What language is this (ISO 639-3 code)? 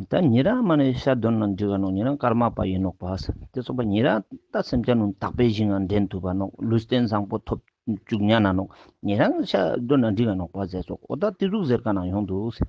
lbj